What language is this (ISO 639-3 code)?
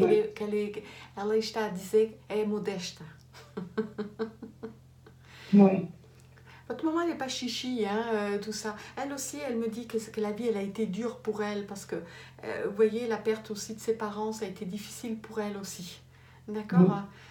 fra